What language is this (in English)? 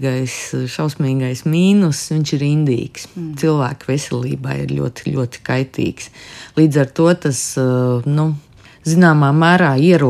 Latvian